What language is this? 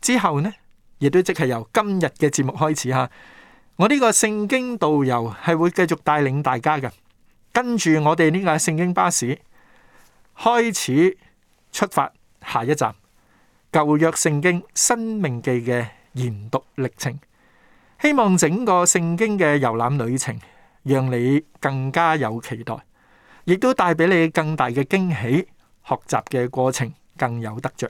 Cantonese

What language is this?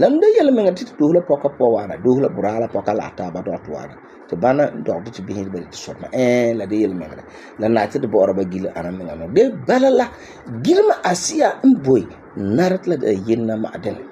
Frafra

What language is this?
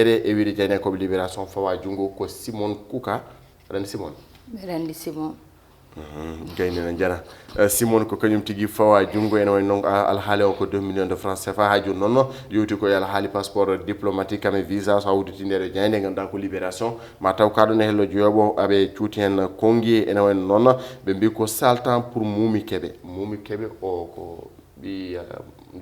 Fula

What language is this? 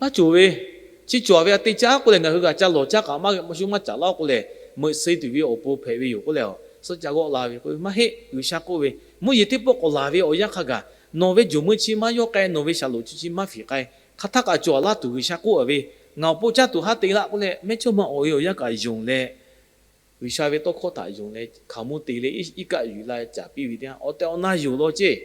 Lahu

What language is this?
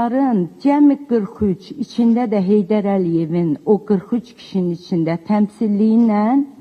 Azerbaijani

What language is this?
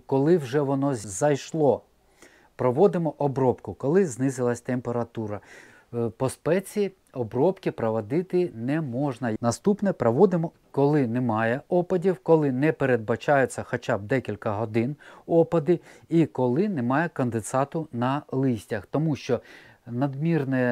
Ukrainian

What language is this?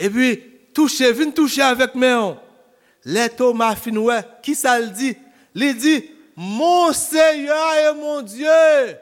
Haitian Creole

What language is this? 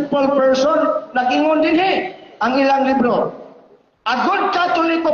Cebuano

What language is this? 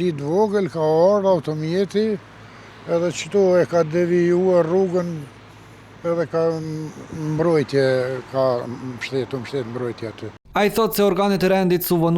Albanian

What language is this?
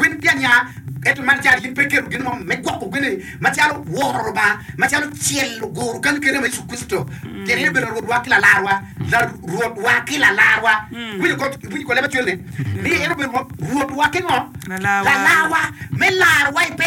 Acoli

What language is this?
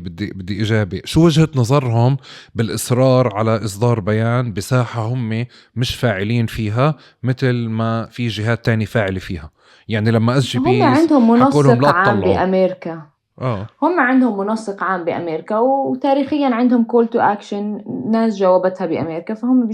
North Levantine Arabic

